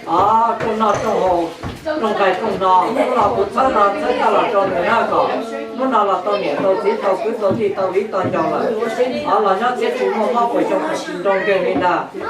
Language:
Hmong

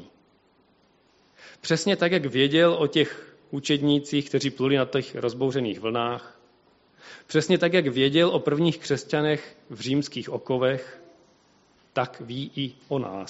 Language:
Czech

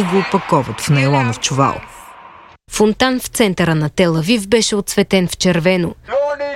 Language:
Bulgarian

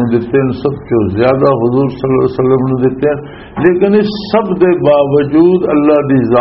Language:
Western Panjabi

